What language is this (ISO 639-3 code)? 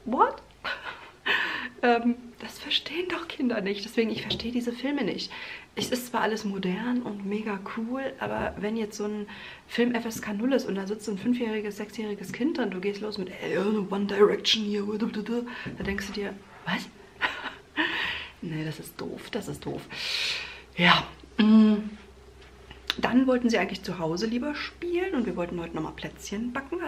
deu